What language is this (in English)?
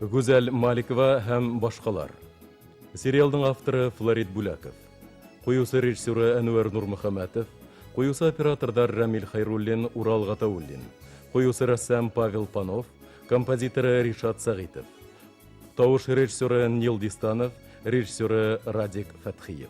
Bashkir